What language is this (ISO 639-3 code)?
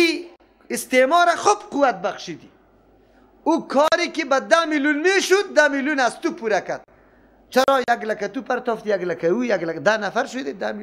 fas